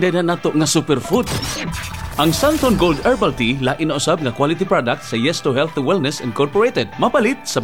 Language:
Cebuano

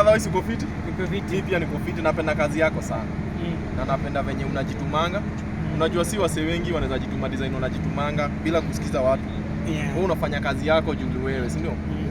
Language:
Swahili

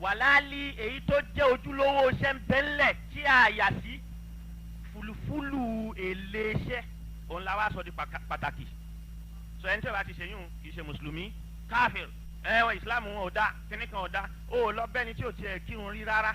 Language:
Yoruba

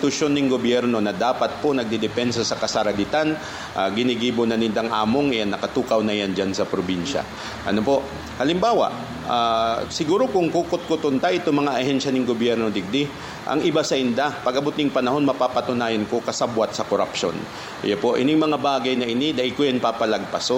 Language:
Bikol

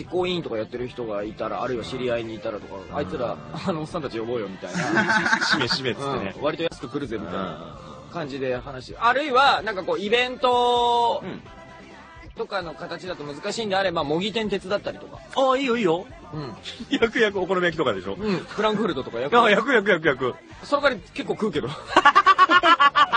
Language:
Japanese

